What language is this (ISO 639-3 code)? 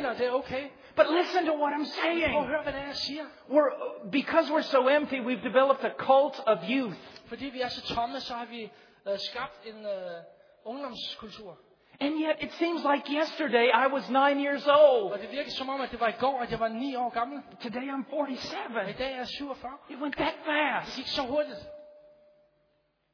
dan